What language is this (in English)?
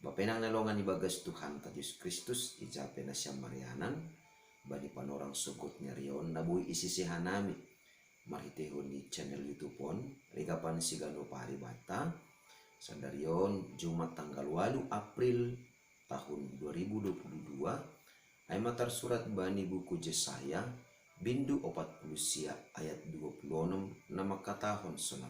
Batak Simalungun